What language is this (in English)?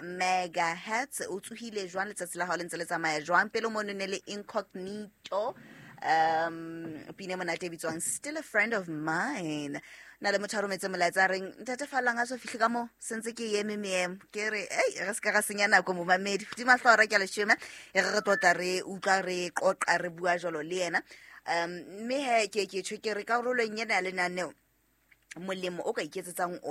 Southern Sotho